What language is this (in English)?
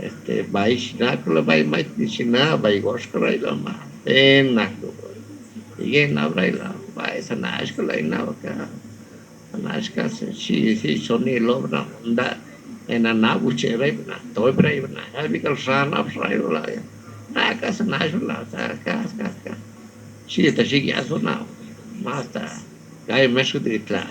Lachiguiri Zapotec